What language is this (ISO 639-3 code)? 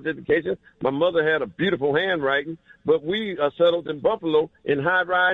eng